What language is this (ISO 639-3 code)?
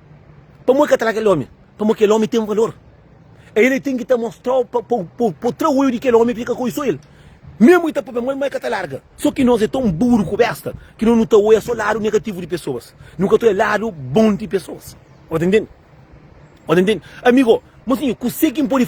kea